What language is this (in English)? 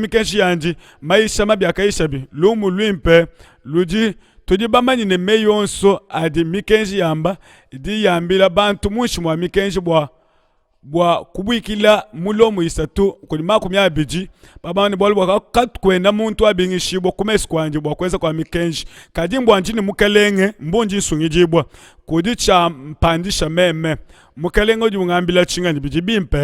Luba-Lulua